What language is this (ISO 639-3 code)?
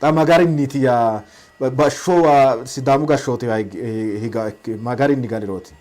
sid